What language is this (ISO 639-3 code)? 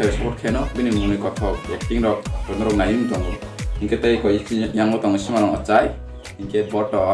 trp